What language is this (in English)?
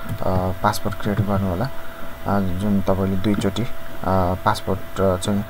Nepali